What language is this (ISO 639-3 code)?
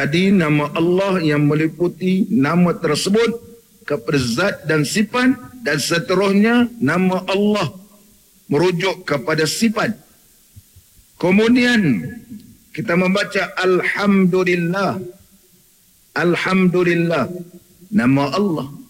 msa